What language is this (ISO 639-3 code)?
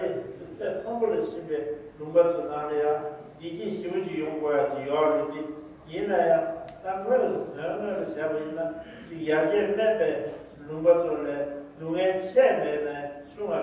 bod